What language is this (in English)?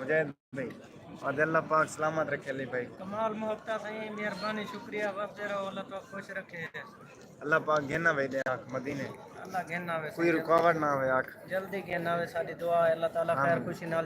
Saraiki